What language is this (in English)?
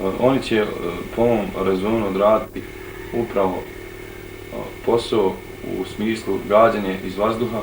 Bosnian